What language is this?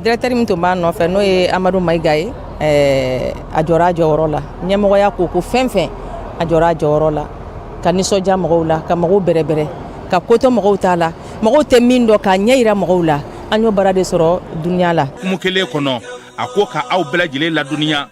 Bambara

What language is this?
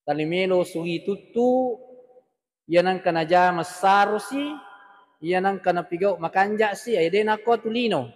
Buginese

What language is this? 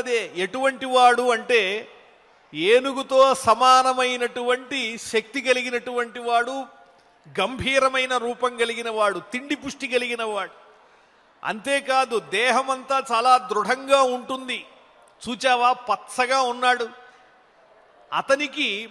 Telugu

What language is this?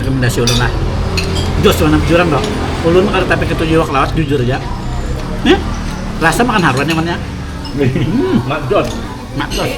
Banjar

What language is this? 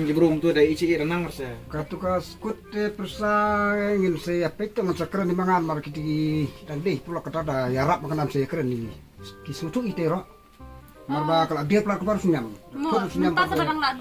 Khasi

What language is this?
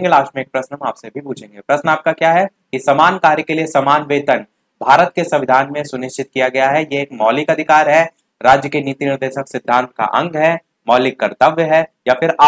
Hindi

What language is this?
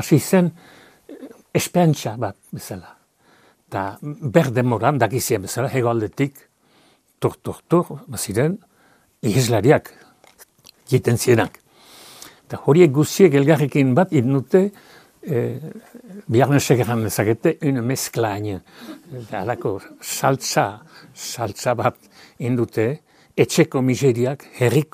Basque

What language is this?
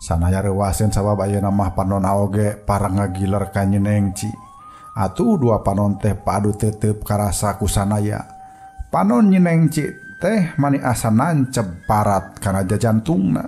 Sundanese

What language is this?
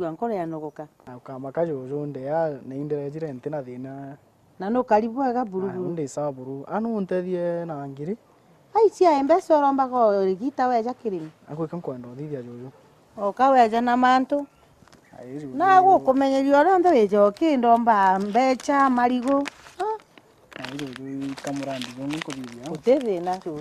Meru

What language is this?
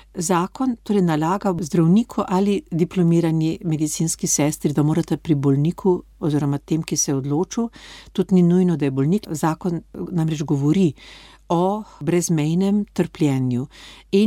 Slovenian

